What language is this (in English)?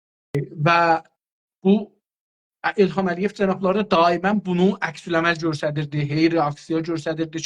South Azerbaijani